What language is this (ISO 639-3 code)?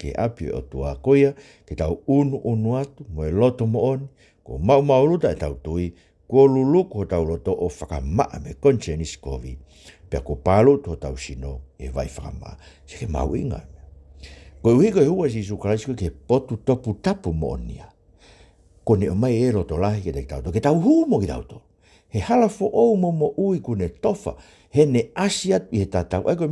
ton